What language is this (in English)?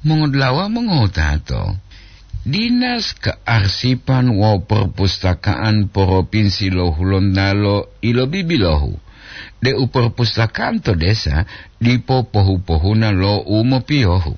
Gorontalo